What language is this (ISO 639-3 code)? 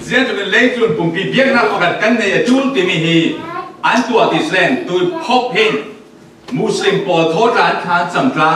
cfm